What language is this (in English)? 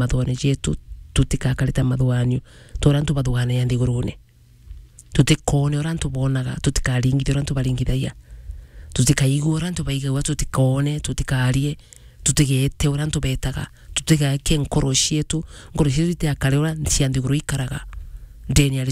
Meru